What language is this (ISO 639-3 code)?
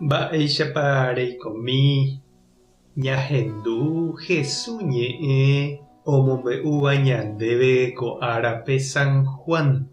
grn